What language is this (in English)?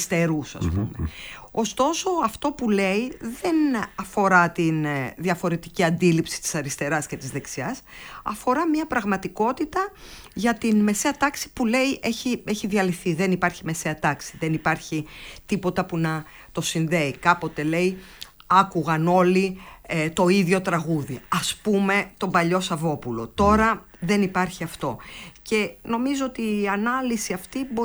Greek